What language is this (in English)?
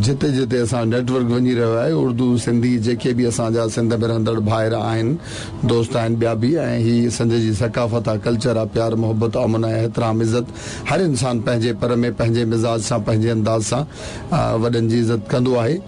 Sindhi